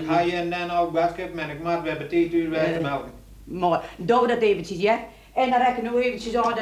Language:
Western Frisian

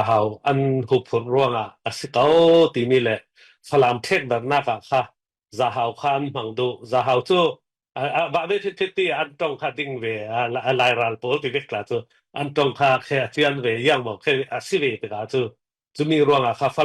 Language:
Falam Chin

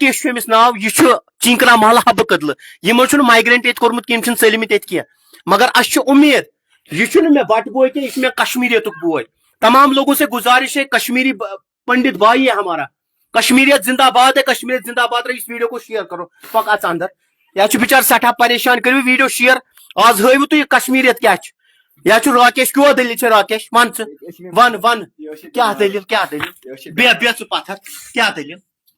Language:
Kashmiri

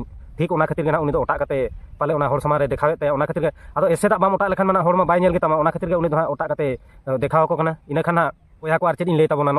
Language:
Santali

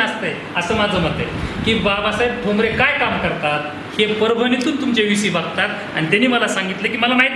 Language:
Marathi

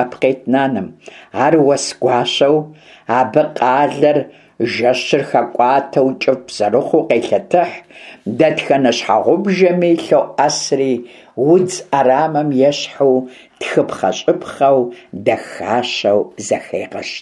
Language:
Kabardian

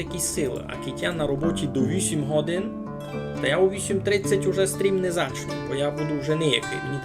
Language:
Rusyn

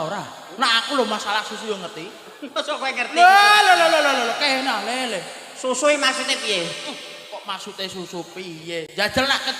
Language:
Javanese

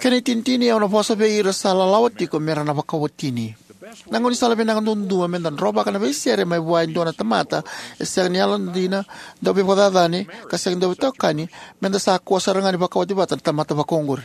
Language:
Fijian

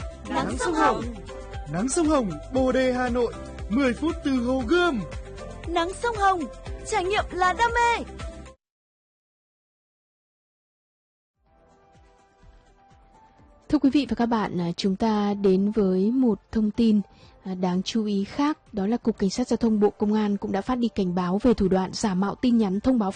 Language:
Vietnamese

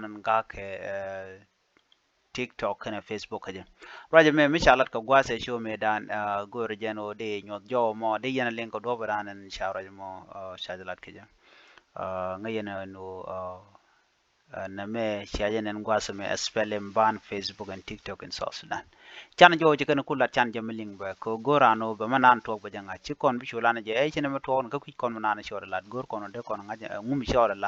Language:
Nuer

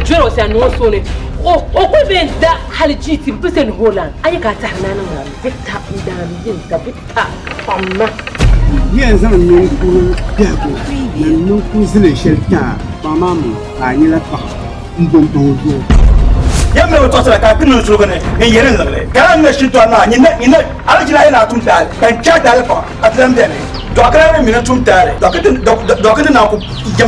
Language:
Dagbani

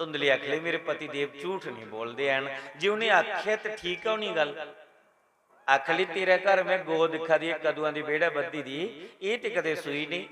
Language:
Dogri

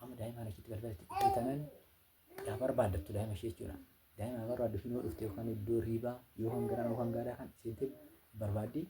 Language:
Oromo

